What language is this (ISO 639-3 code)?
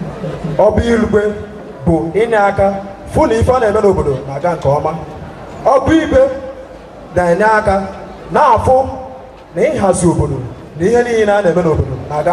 ibo